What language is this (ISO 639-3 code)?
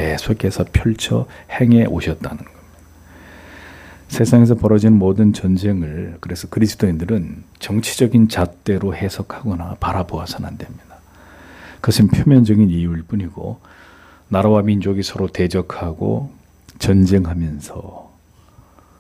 kor